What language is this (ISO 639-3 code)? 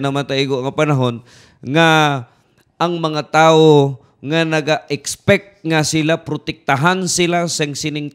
hil